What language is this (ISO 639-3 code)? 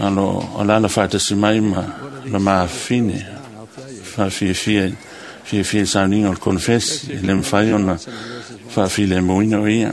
smo